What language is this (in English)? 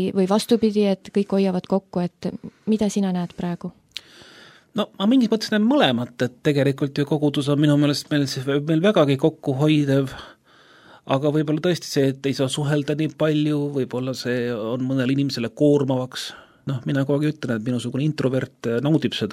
Estonian